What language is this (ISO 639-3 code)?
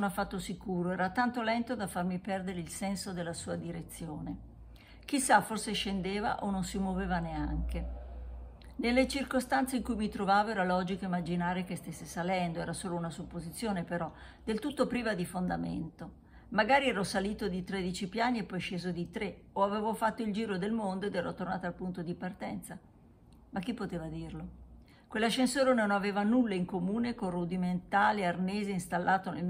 ita